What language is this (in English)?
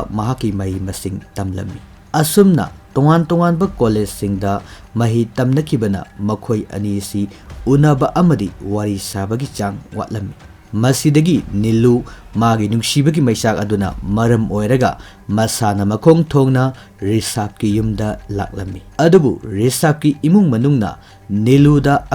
Manipuri